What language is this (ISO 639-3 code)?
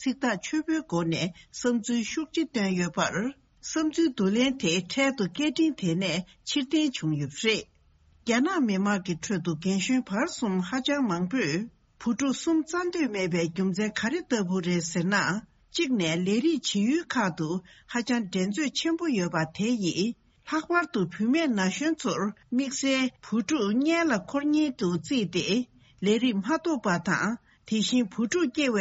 bod